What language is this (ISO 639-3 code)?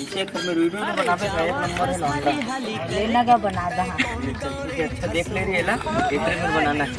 hne